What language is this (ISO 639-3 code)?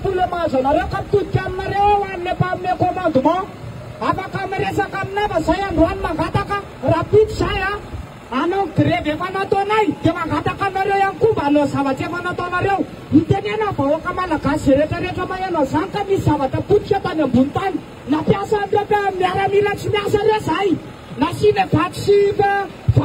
mlg